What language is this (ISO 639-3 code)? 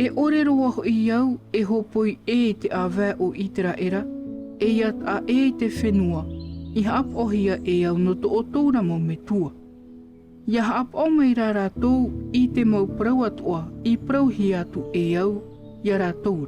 tah